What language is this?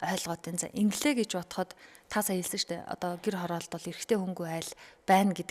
Mongolian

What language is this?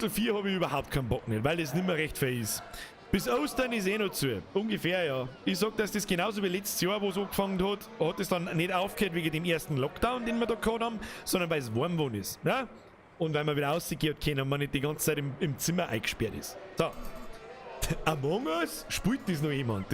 Bavarian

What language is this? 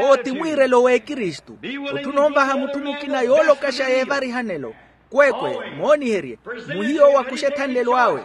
Makhuwa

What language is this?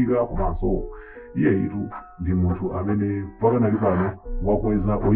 Nyanja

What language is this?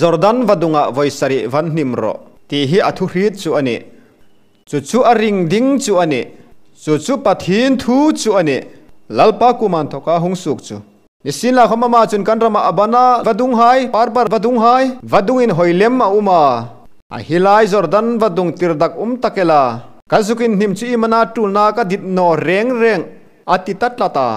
Hmar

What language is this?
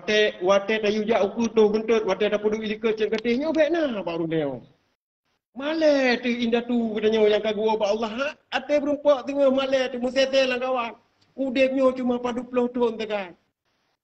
Achinese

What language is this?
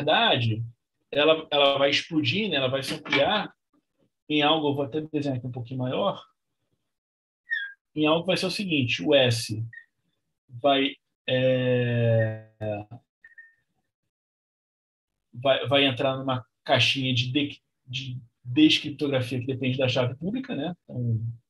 Portuguese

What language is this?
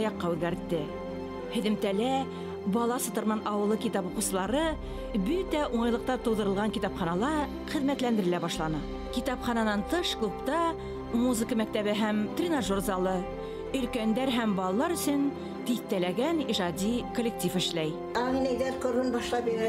Bashkir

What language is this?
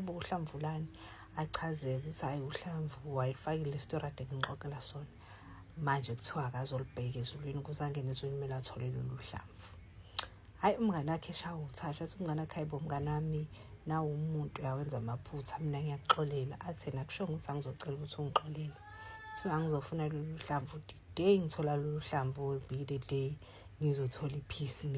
Zulu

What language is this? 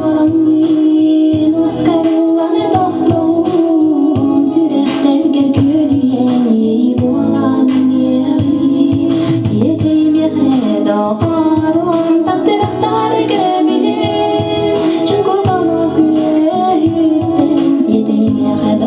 Yakut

